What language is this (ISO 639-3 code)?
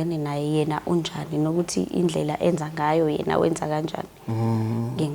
zul